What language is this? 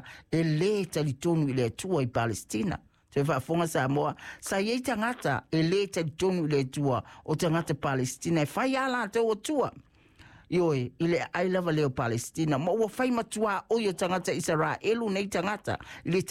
Samoan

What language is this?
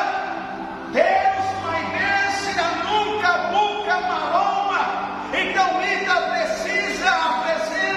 Tetum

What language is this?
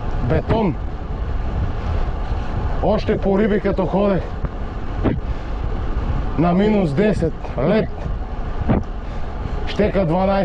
Bulgarian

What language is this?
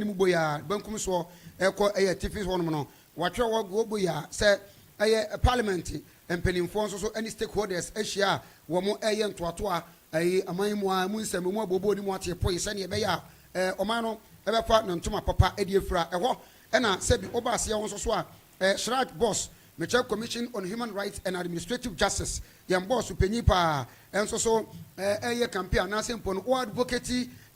Akan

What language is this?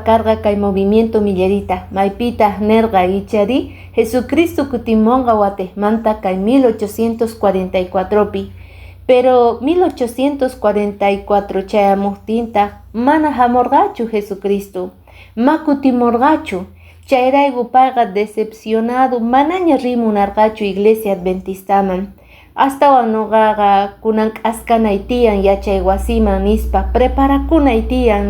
Quechua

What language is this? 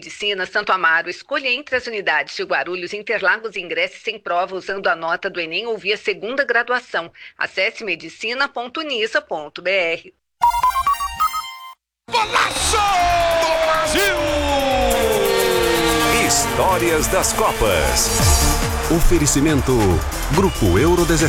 Portuguese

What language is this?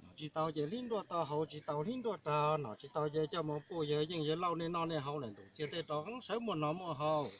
Hmong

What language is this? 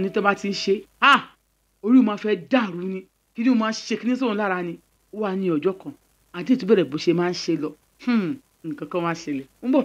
Yoruba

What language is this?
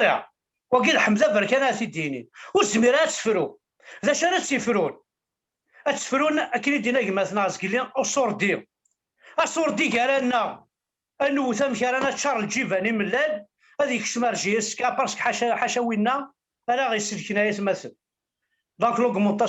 Kabyle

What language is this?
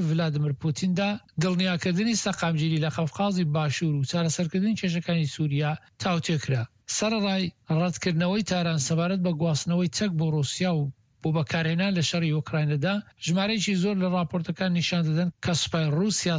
Central Kurdish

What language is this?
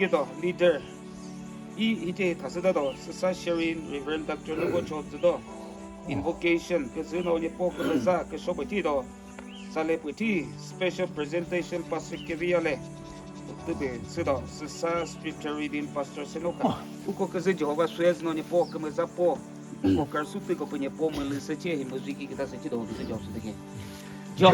Chokri Naga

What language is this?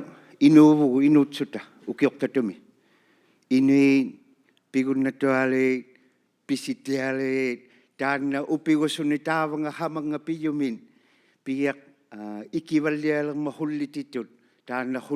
Inuktitut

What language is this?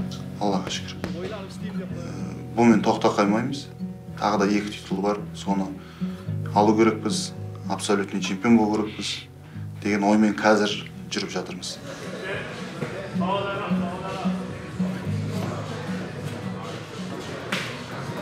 Kazakh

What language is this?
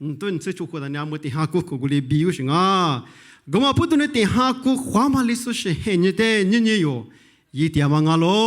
Lisu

